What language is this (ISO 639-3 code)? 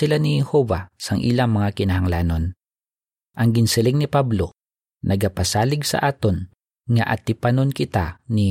hil